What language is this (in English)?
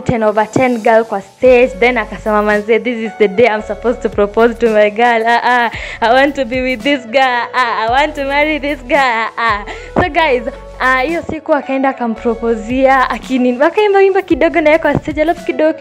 Swahili